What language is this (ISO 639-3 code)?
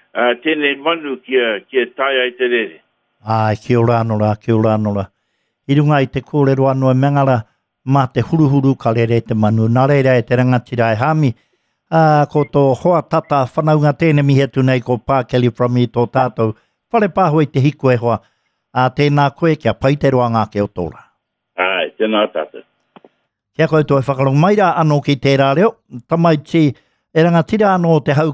mri